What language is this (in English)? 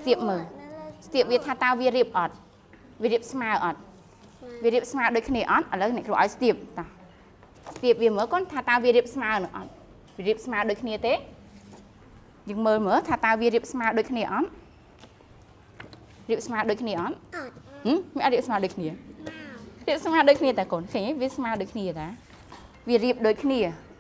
Khmer